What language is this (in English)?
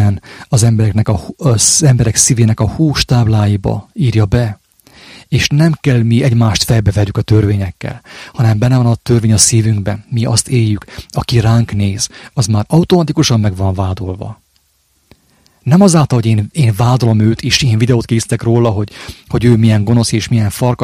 Hungarian